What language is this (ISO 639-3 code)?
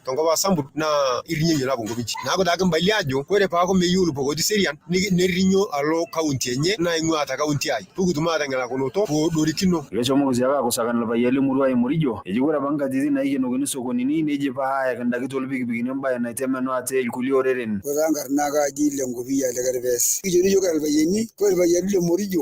mas